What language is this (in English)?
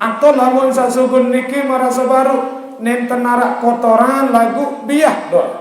Sasak